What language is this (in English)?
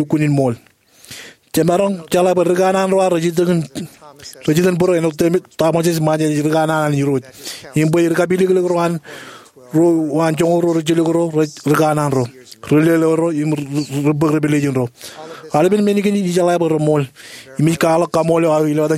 Marshallese